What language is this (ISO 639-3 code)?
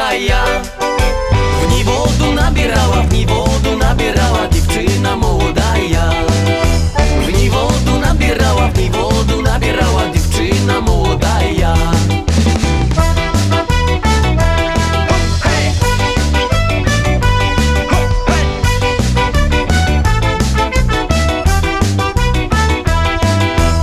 ukr